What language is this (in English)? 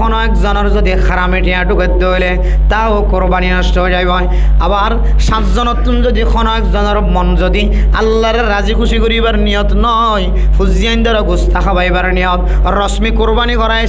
Rohingya